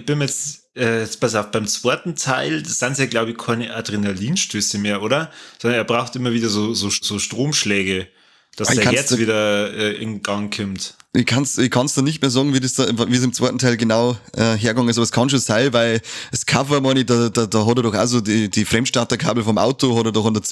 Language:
Bavarian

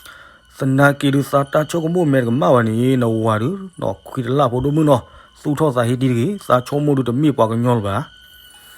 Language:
S'gaw Karen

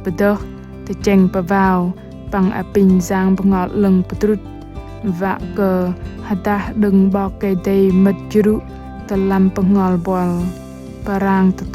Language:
Bahnar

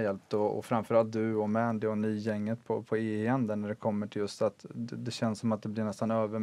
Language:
Swedish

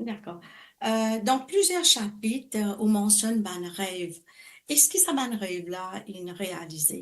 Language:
Morisyen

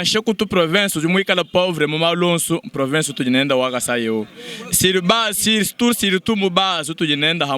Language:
Luba-Lulua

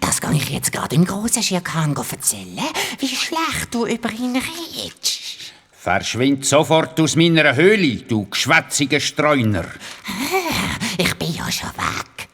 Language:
Swiss German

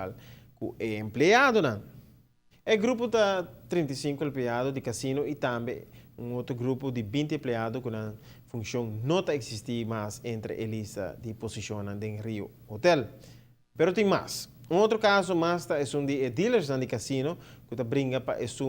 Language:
Papiamento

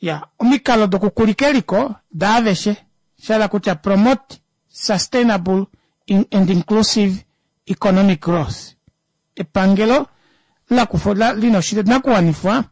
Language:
Kuanyama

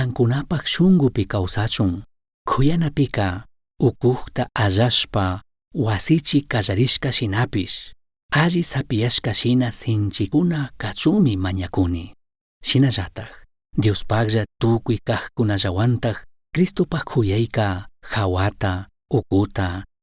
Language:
Chimborazo Highland Quichua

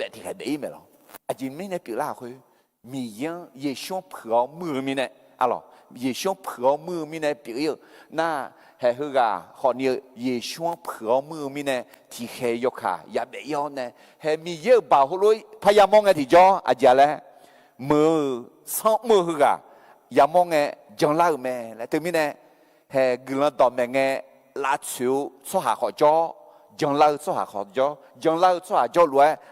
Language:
Akha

